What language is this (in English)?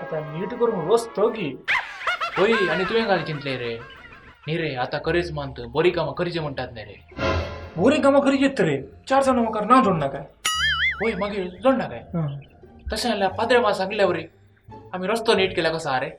Konkani